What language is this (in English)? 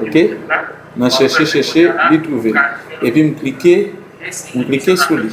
Haitian Creole